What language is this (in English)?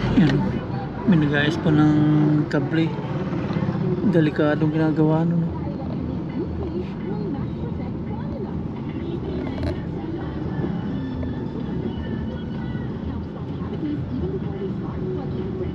Filipino